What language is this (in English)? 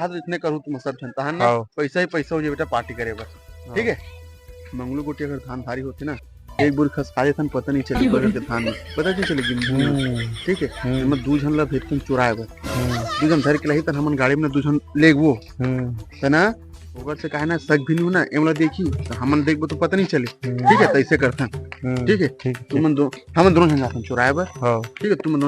Chhattisgarhi